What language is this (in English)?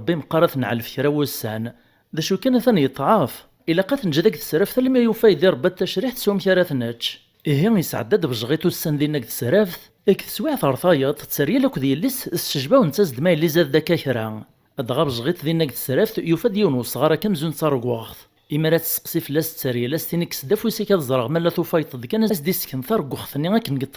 Kabyle